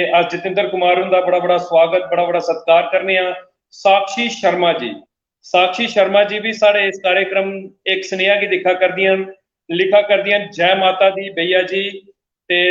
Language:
Dogri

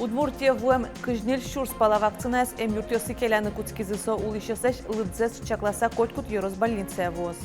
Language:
Udmurt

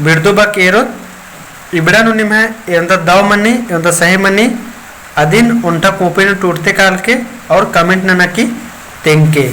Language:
Kurukh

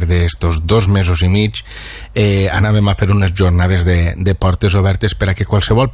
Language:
Catalan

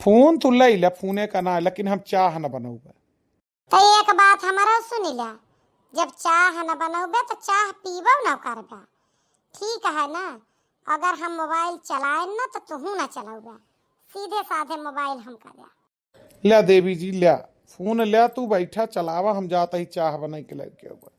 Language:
Awadhi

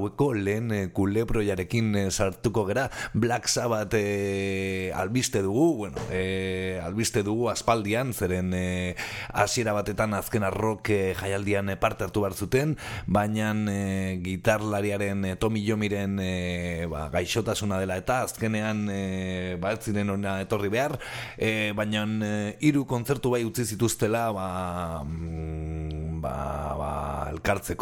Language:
Basque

